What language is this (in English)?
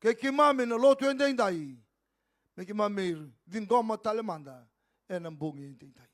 Fijian